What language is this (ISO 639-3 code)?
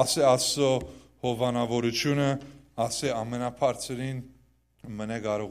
hyw